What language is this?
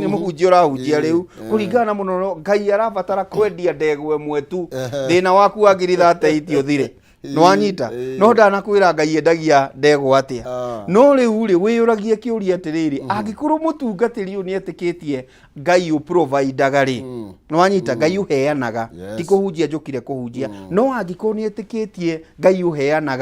Kikuyu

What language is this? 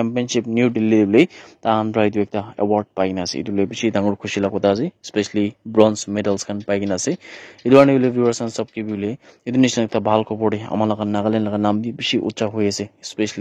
Naga Pidgin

